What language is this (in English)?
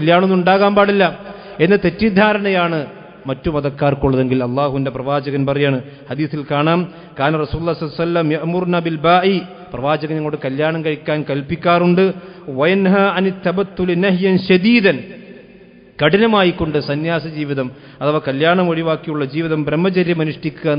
Malayalam